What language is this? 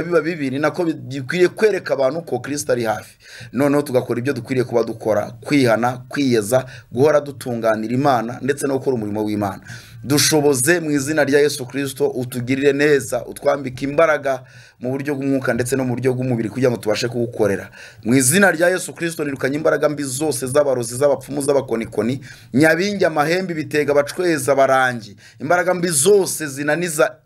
Kinyarwanda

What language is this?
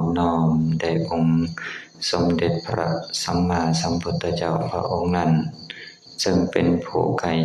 Lao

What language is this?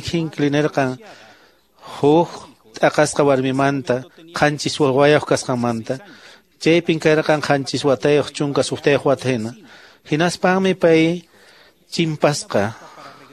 Quechua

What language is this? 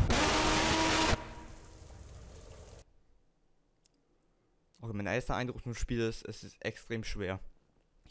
German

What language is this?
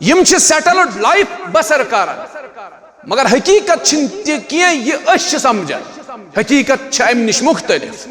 Kashmiri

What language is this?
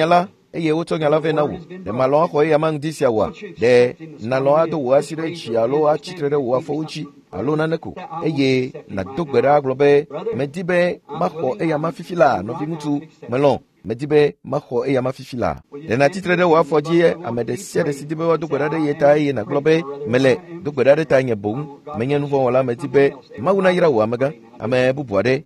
Ewe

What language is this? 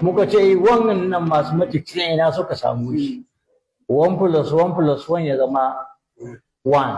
Hausa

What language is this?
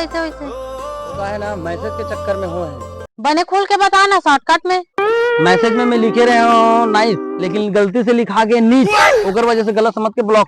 Chhattisgarhi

